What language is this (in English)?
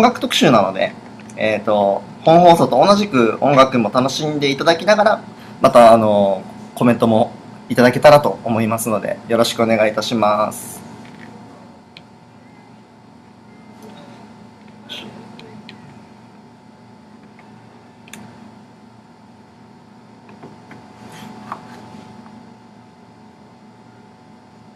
Japanese